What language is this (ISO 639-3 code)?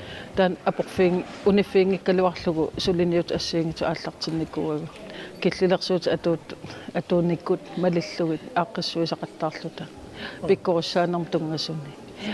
kal